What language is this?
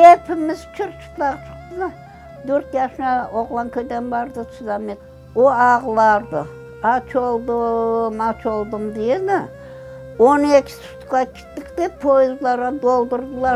Crimean Tatar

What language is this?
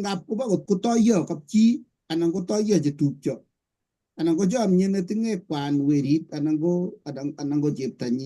Kalenjin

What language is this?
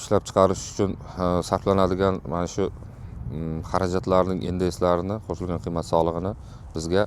Uzbek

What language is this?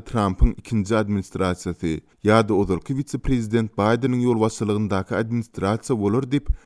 Turkmen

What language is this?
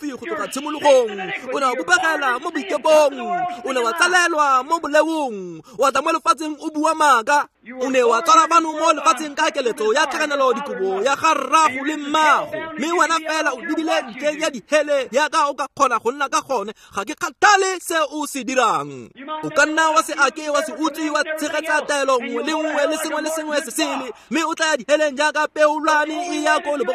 Tswana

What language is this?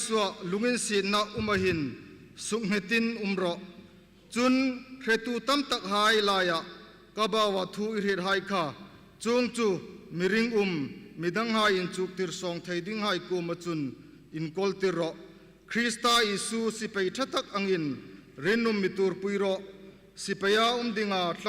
Hmar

